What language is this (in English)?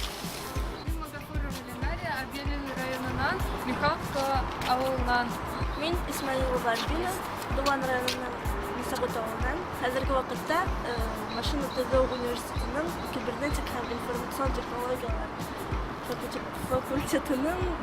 Bashkir